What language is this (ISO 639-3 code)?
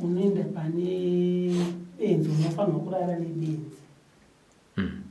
sna